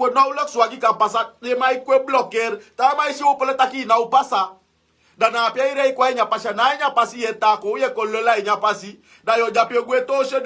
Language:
Sranan Tongo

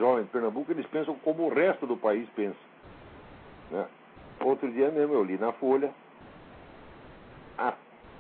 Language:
Portuguese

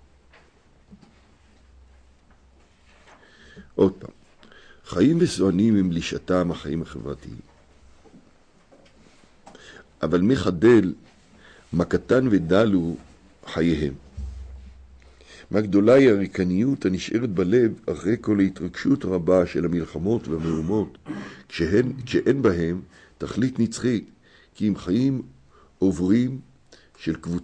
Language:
Hebrew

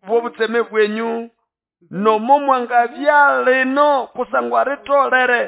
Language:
Nande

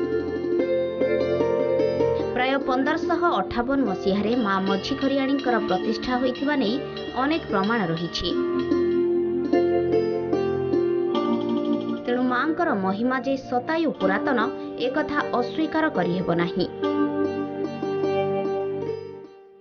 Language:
Odia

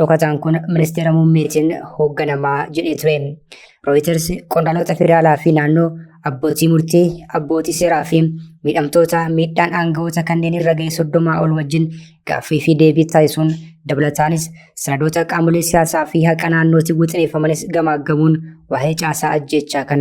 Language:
Oromo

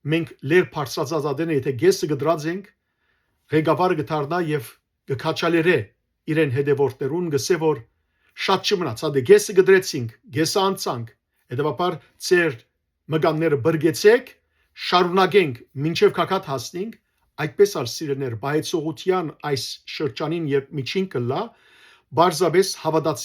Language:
Western Armenian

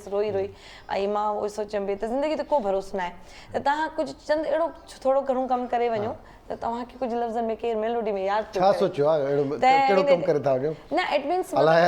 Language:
Sindhi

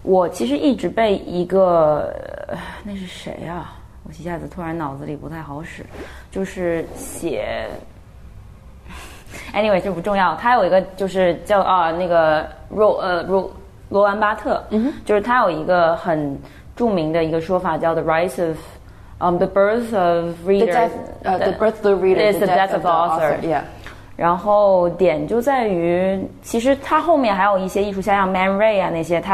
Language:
Chinese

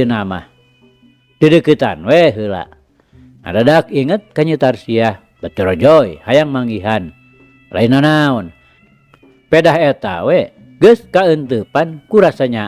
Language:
Sundanese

